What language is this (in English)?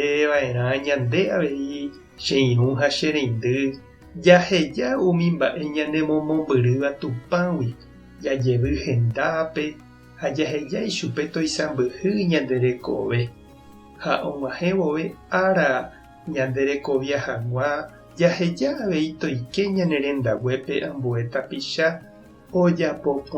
Guarani